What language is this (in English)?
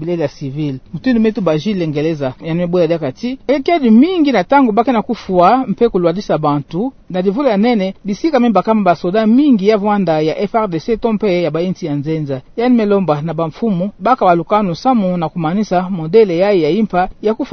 Kituba (Democratic Republic of Congo)